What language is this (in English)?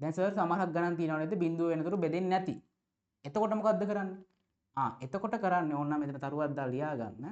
Sinhala